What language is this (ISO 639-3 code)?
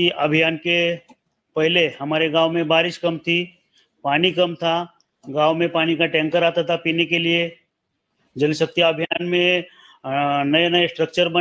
hin